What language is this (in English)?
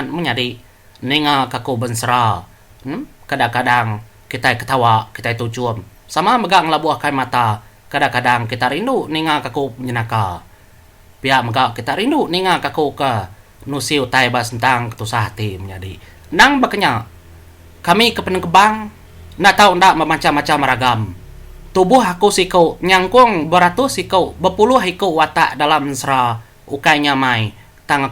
Iban